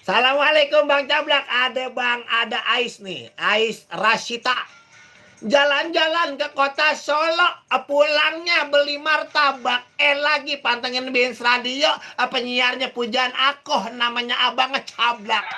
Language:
Betawi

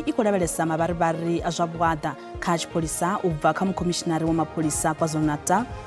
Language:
Venda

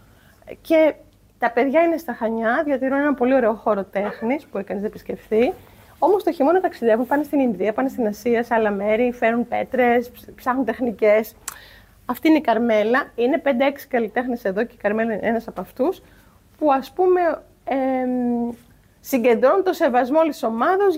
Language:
Greek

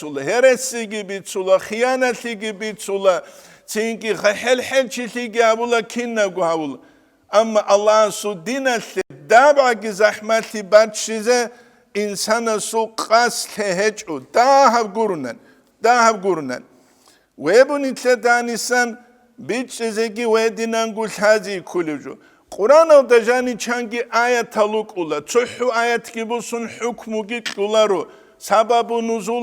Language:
Avaric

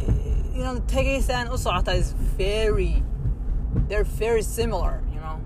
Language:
English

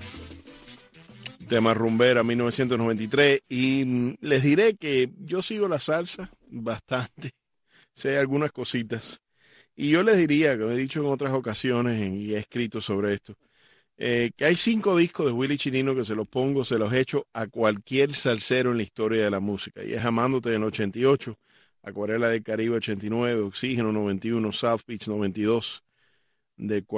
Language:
Spanish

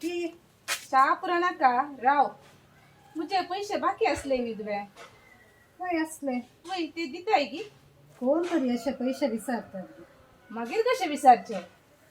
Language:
Konkani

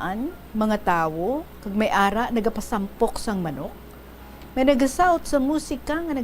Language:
Hiligaynon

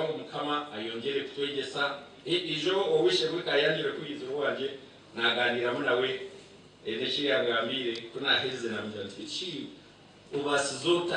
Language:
Nyankole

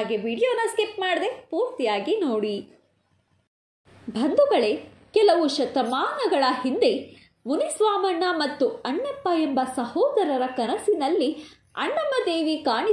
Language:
Kannada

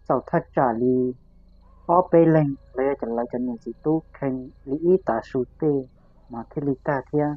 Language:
Hmong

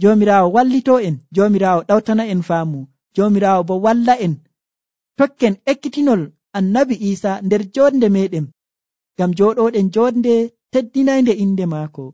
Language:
Nigerian Fulfulde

